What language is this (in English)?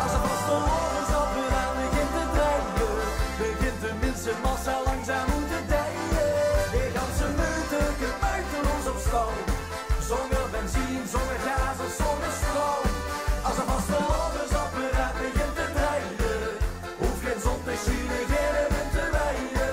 Limburgish